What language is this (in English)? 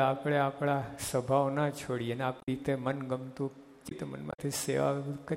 Gujarati